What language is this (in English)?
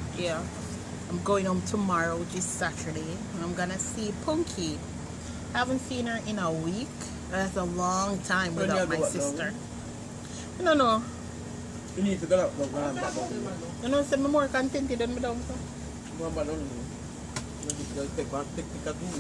Jamaican Creole English